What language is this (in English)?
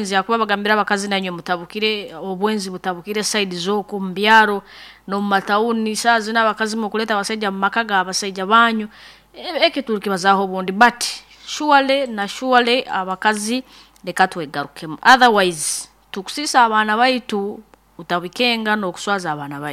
Nyankole